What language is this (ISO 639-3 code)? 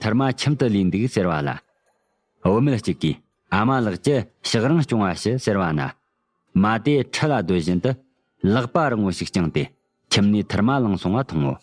bod